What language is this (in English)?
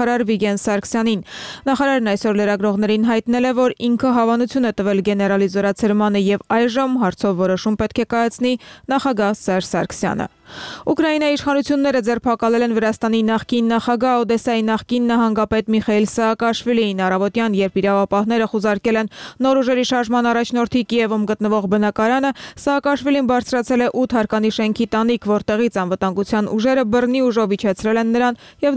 Armenian